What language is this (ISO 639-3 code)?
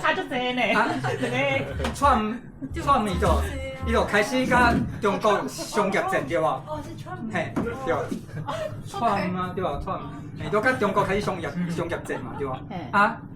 nan